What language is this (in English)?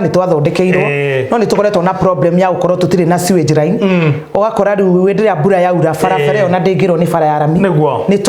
Kikuyu